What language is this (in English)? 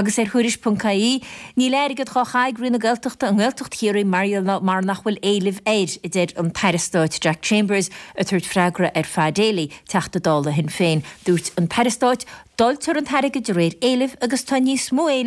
Irish